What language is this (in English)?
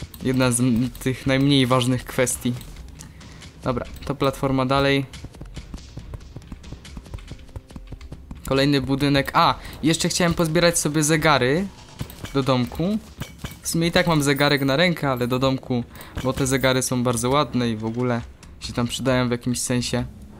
Polish